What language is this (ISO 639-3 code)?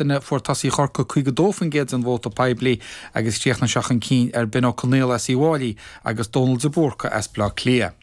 gle